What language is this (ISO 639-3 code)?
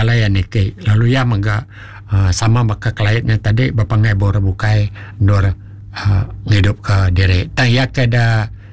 iba